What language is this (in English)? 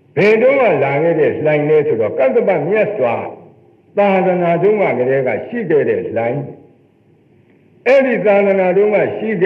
Burmese